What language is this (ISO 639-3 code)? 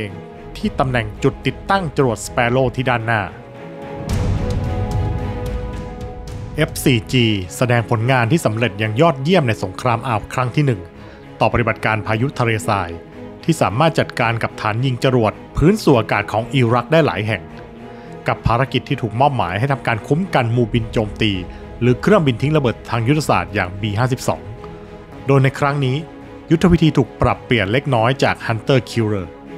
tha